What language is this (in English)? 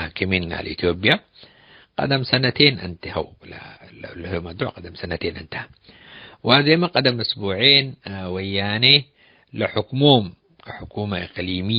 Tigre